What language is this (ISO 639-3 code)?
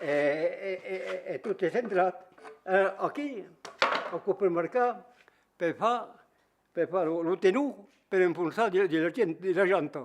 oci